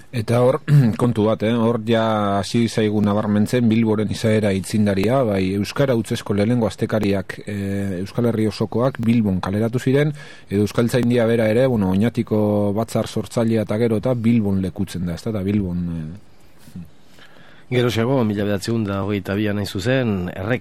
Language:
Basque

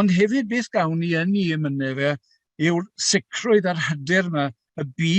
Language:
Welsh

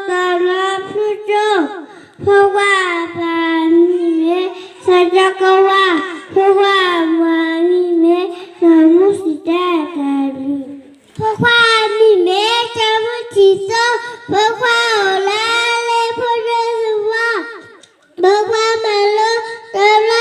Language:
S'gaw Karen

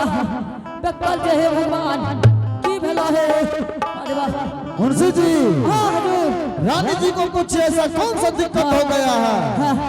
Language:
Angika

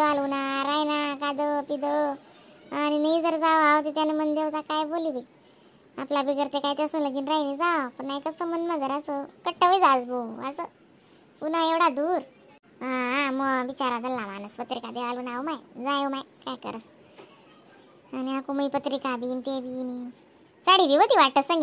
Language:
Khandesi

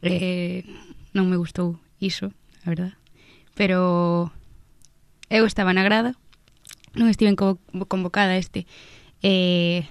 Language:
Galician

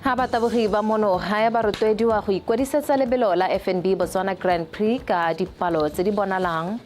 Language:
Tswana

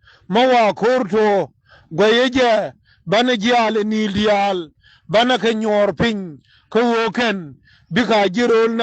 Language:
Nuer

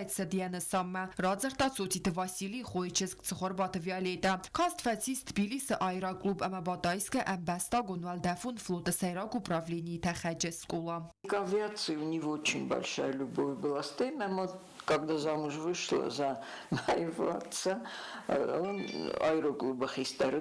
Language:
Ossetic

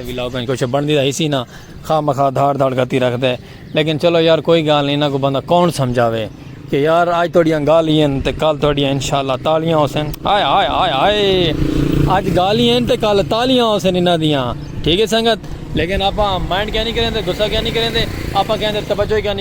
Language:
Saraiki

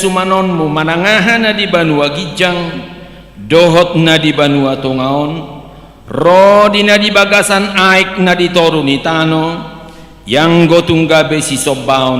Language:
Batak Toba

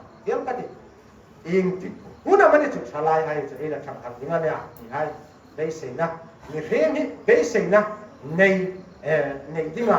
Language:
Hmar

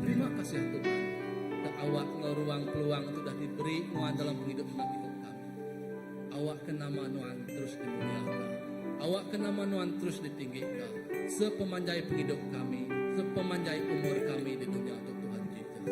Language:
Iban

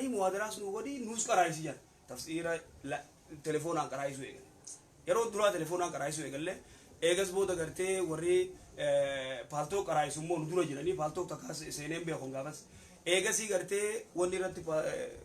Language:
Oromo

